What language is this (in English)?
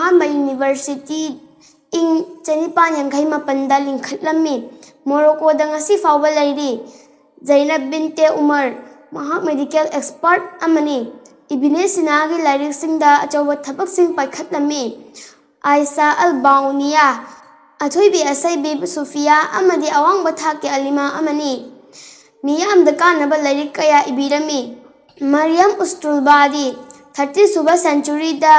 Manipuri